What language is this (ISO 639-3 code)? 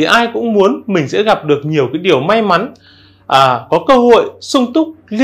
vie